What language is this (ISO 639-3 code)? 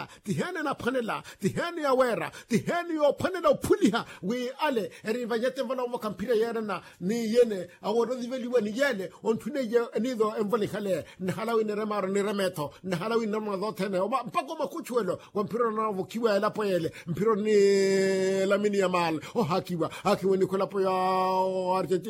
vmw